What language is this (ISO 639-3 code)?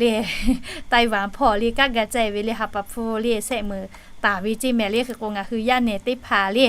lhu